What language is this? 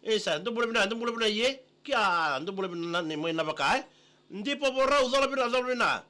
Fijian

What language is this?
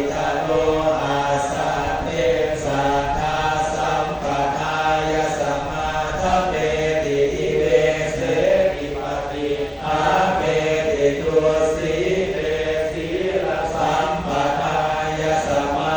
Pali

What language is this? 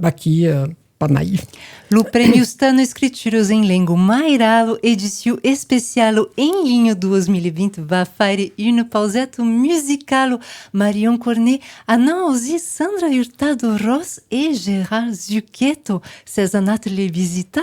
Occitan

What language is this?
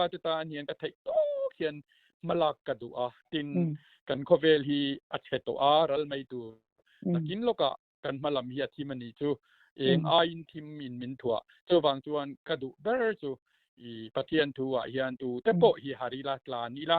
Mizo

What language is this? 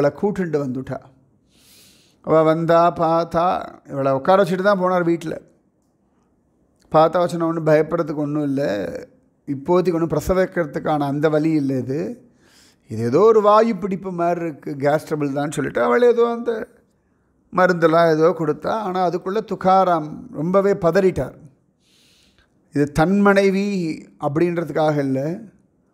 Tamil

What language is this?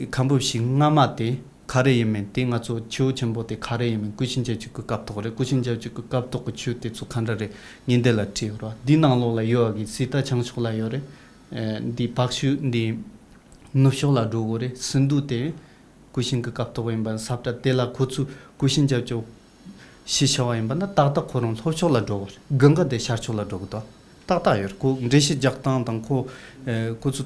Tibetan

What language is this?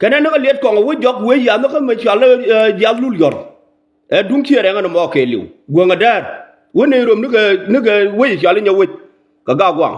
Nuer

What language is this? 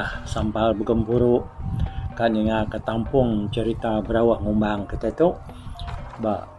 Iban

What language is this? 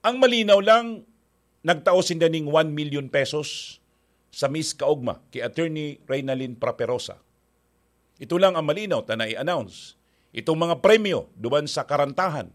Bikol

